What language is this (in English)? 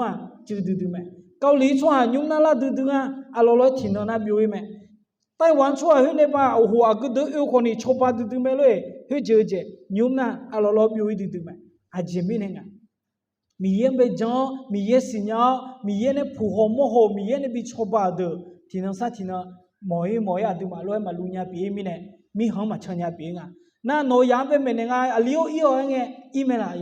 Akha